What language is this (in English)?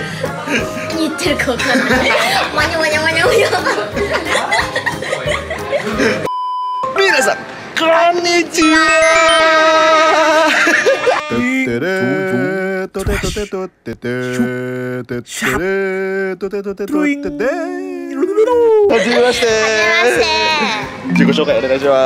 Japanese